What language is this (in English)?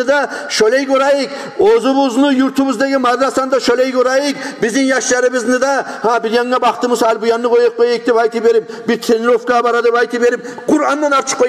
Kumyk